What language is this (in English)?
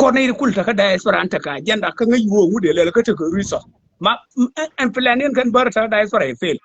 Nuer